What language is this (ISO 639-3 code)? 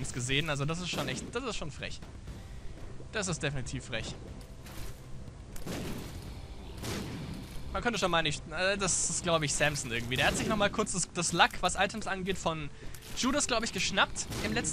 deu